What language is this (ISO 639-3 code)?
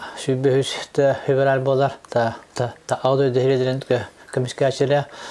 sah